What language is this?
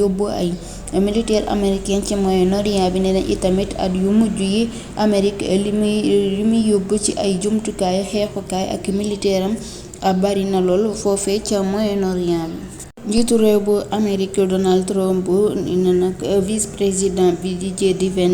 Wolof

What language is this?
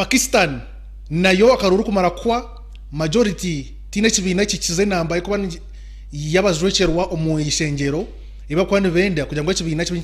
Nyankole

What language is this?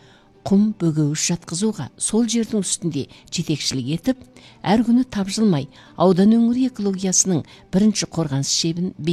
Kazakh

